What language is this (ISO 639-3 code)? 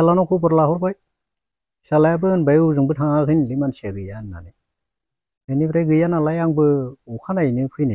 brx